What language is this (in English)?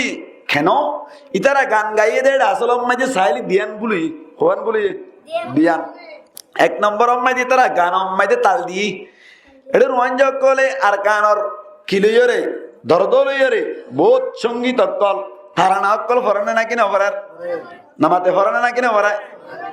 Rohingya